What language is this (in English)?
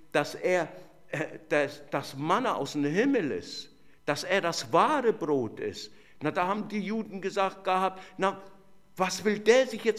German